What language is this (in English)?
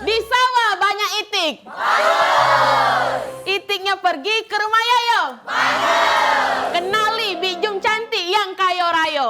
Musi